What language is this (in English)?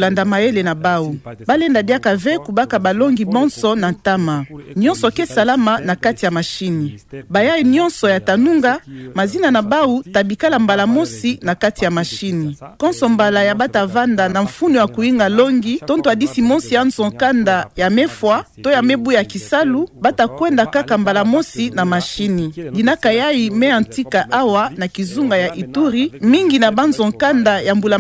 Kituba (Democratic Republic of Congo)